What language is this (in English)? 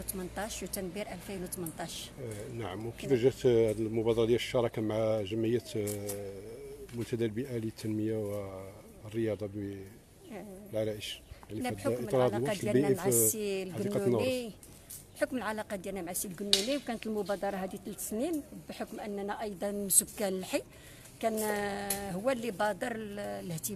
Moroccan Arabic